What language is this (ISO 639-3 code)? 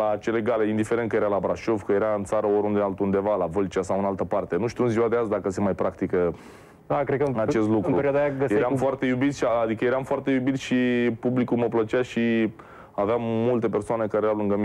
ron